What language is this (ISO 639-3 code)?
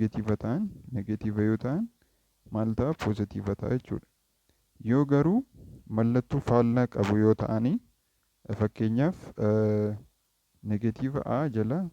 orm